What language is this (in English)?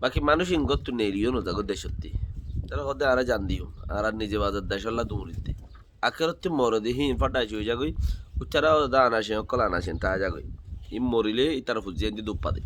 Rohingya